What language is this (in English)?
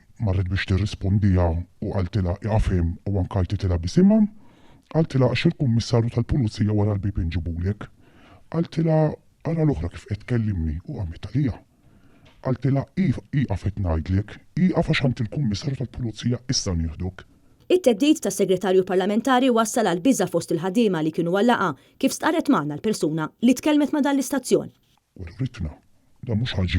Maltese